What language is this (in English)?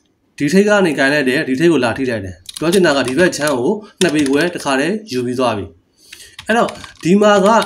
Burmese